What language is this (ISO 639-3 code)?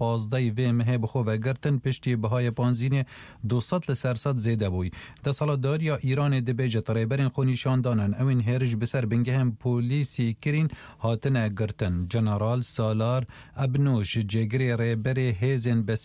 kur